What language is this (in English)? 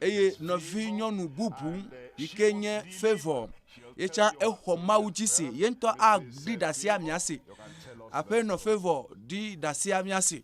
Ewe